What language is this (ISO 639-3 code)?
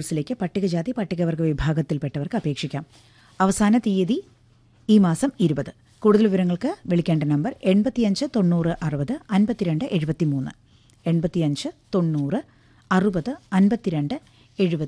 mal